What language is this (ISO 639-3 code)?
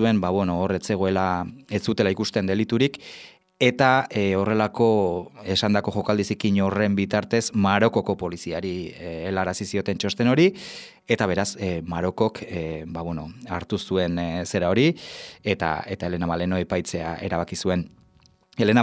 eus